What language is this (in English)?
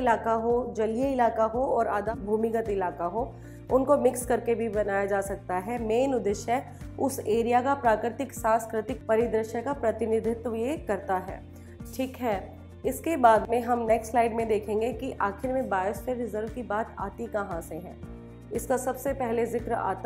Hindi